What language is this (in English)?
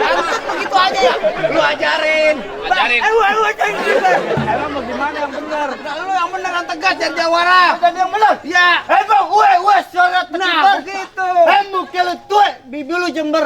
Betawi